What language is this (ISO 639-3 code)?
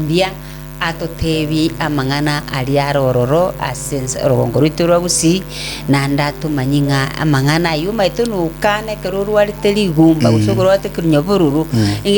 guz